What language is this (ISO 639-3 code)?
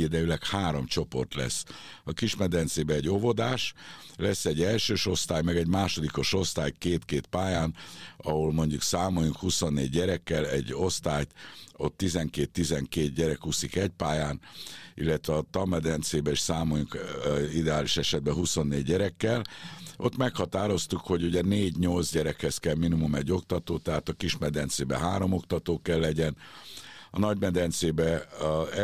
hun